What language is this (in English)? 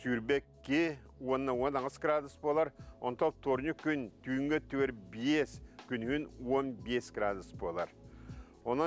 Yakut